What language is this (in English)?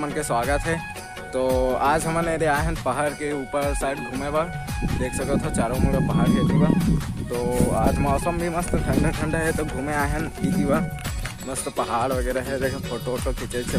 Chhattisgarhi